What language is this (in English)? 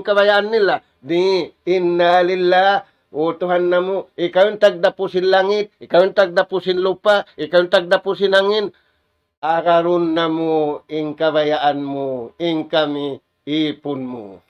Tausug